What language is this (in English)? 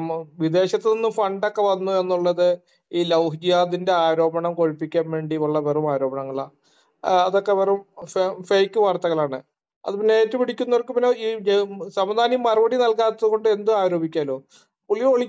Malayalam